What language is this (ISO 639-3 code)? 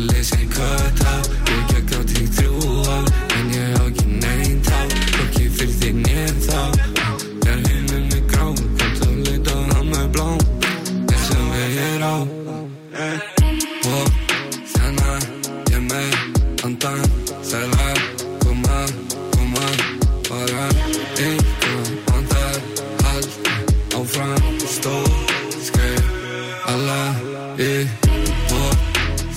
isl